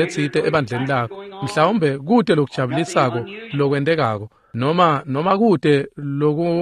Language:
Swati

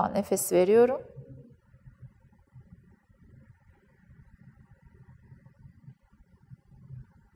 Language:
Turkish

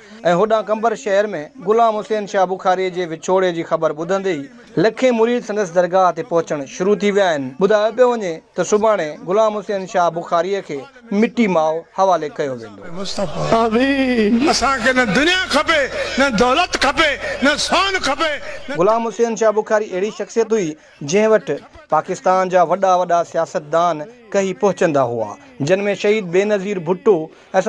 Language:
Sindhi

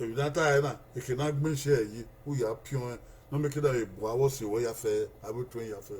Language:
Bini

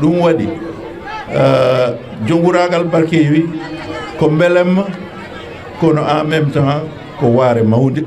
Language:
Fula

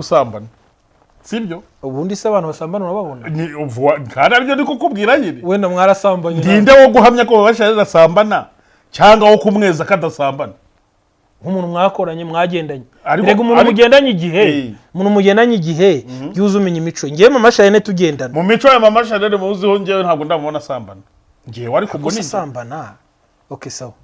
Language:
Kinyarwanda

